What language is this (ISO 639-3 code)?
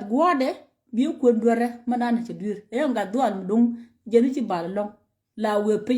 nus